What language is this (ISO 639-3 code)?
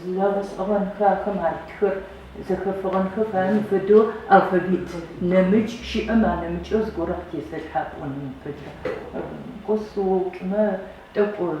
ady